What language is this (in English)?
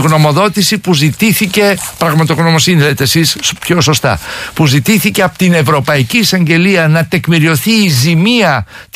Greek